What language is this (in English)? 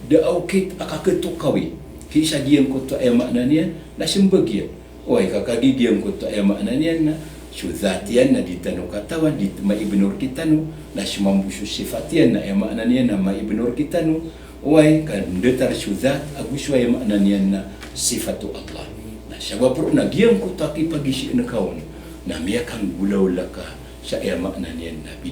Maranao